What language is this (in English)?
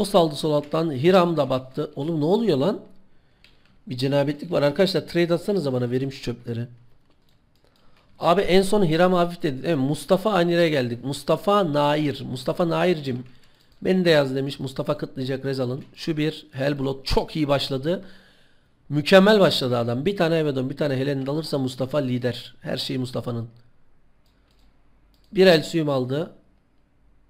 Turkish